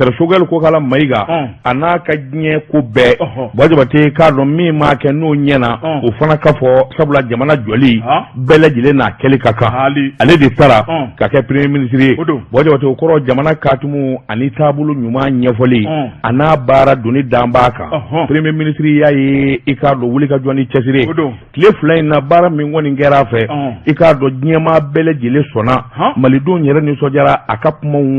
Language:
Bambara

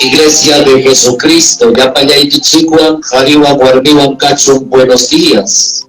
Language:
Ayacucho Quechua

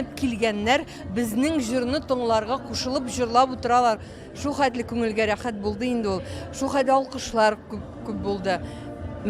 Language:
Tatar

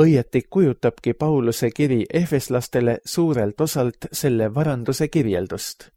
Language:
Estonian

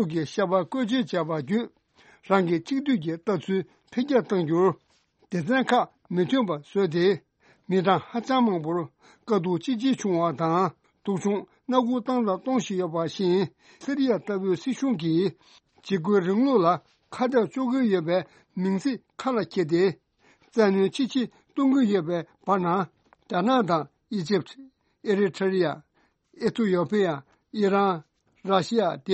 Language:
Tibetan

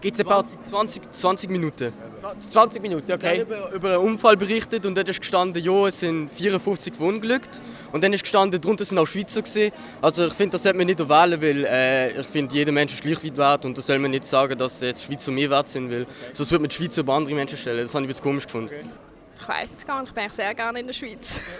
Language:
Swiss German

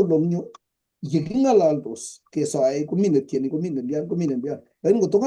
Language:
Kalenjin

